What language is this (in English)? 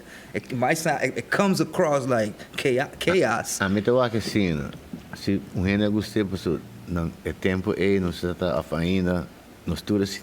Papiamento